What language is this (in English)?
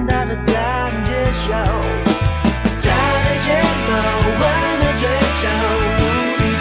Chinese